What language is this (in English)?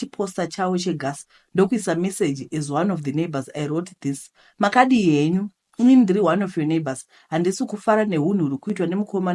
Shona